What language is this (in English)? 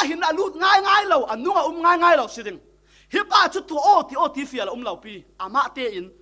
Falam Chin